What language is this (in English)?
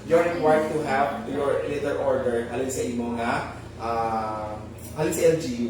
Hiligaynon